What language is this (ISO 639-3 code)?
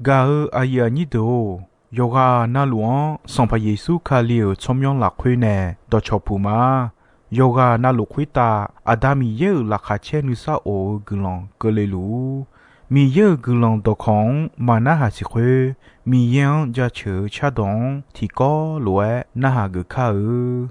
ahk